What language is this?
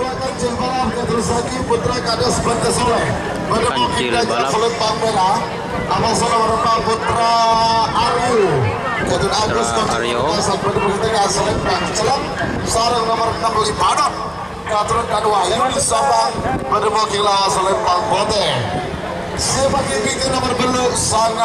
Madurese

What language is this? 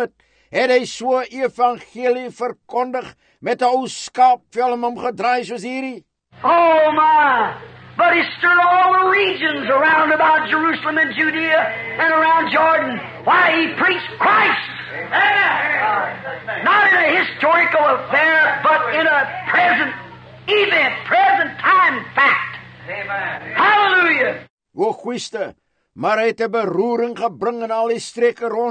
Afrikaans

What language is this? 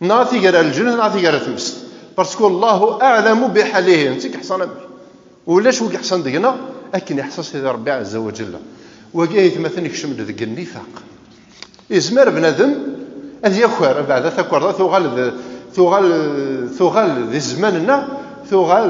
Kabyle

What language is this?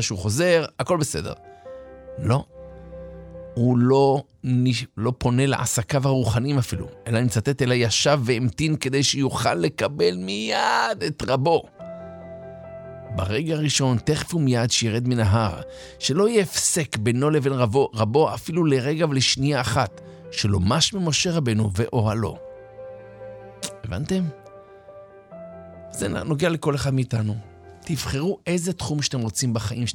Hebrew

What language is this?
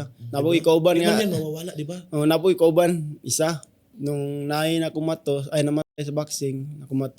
Cebuano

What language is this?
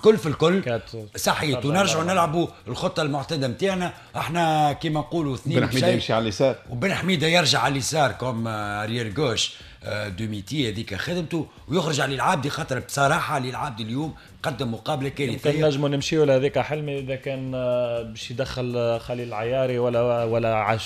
Tunisian Arabic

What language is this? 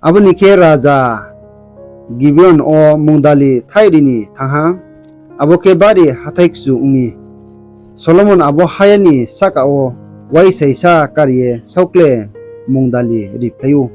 Riang (India)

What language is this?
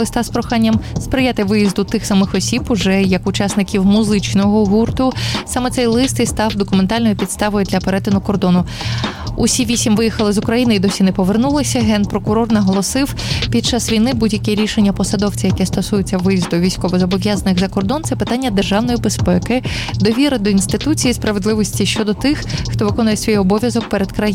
Ukrainian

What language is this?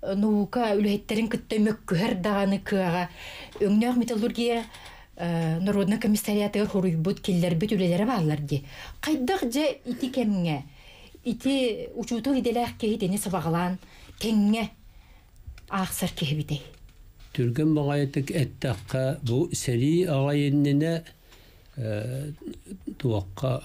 Yakut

